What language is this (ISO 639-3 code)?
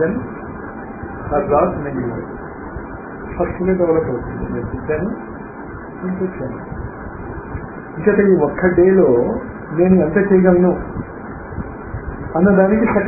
tel